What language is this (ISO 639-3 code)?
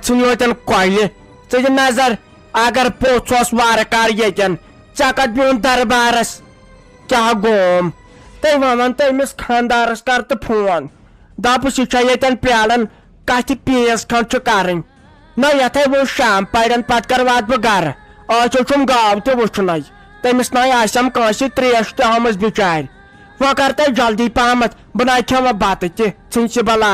kas